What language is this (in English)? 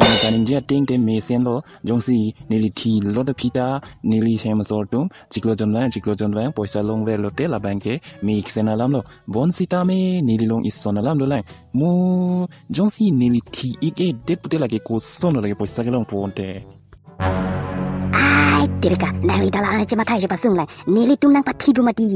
Karbi